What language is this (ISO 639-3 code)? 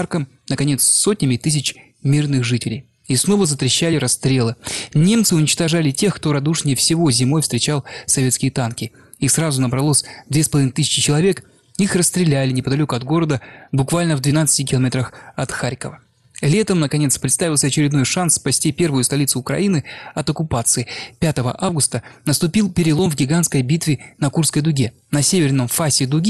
rus